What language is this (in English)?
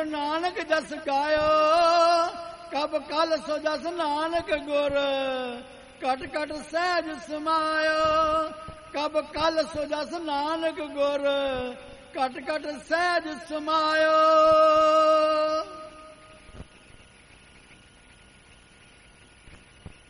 Punjabi